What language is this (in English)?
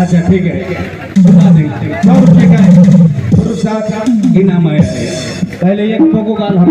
Sadri